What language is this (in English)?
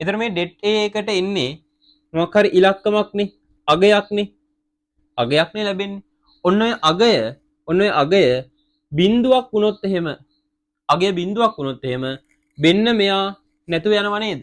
Sinhala